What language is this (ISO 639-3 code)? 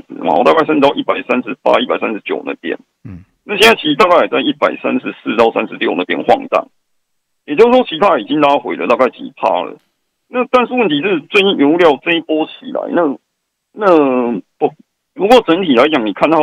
zho